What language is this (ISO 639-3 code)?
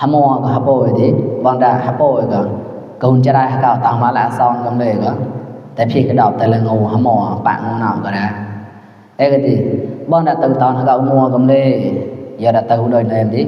mnw